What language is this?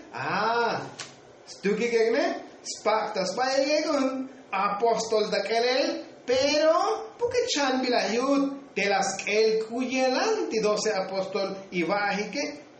Tzotzil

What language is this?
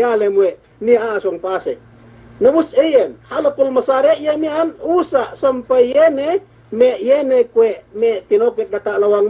Yakan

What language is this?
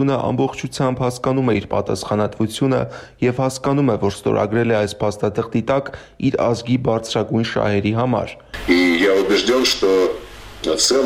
Armenian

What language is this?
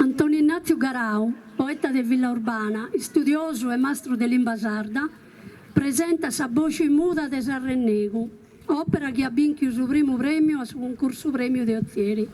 Sardinian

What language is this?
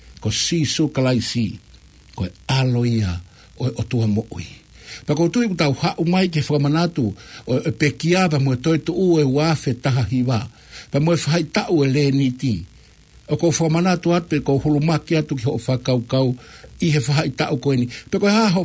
Tongan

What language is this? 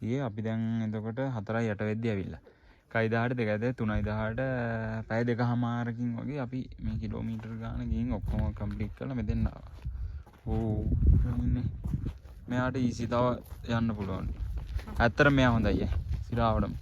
Sinhala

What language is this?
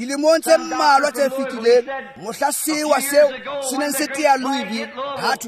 Tswana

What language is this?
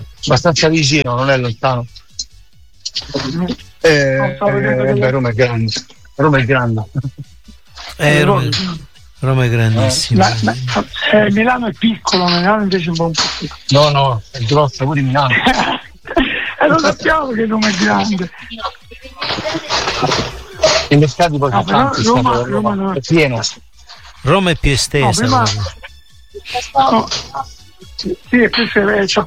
Italian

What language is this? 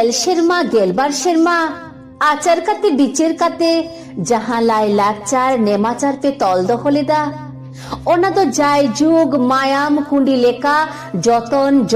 Santali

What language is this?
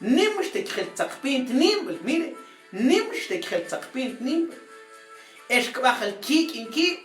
Mam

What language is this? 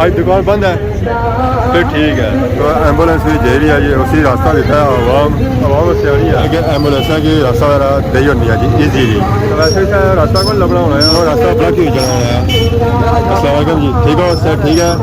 Pahari-Potwari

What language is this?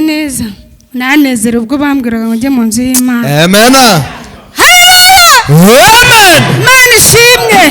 Kinyarwanda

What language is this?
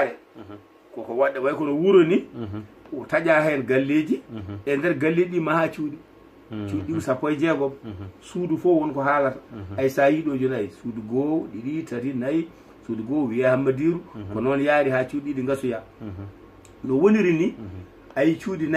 Fula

